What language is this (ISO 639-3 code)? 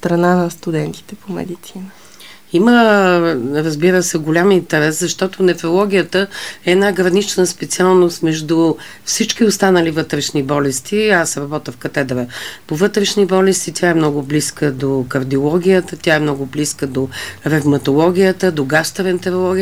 bul